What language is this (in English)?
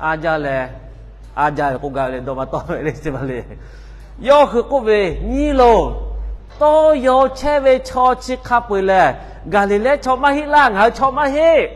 Lahu